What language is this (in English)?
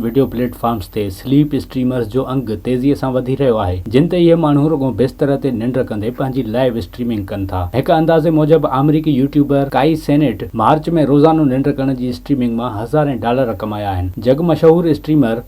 Sindhi